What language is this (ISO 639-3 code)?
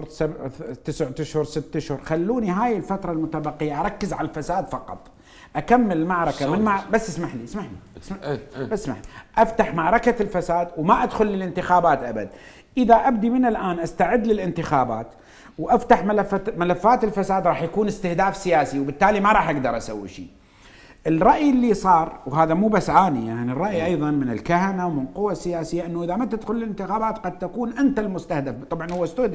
acm